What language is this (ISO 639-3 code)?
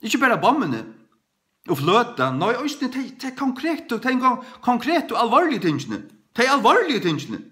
fao